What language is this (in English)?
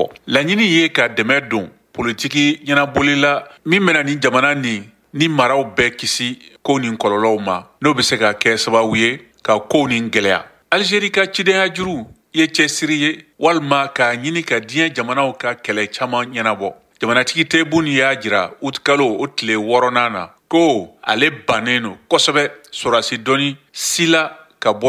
Bambara